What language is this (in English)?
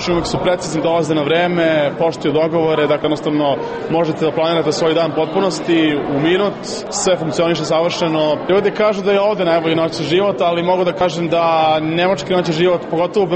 Serbian